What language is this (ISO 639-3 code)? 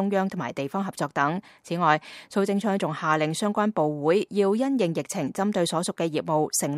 yue